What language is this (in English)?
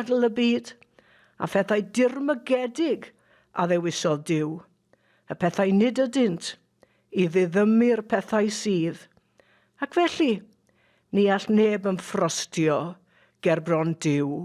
Welsh